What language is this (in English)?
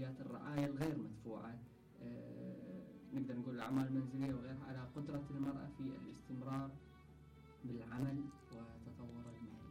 Mesopotamian Arabic